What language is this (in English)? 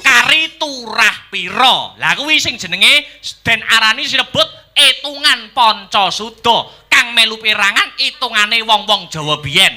Javanese